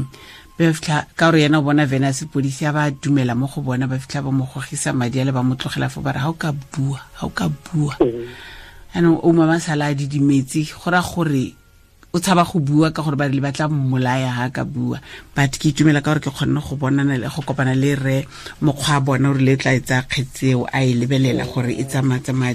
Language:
Tswana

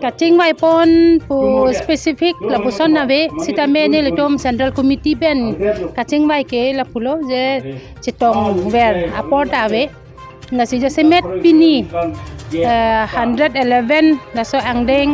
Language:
Karbi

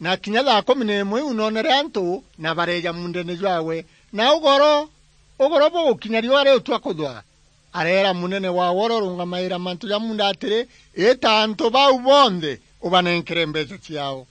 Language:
Meru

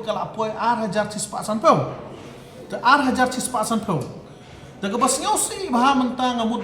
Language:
Khasi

